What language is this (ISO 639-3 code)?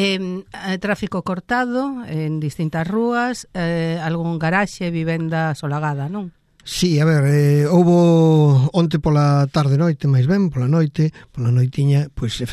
glg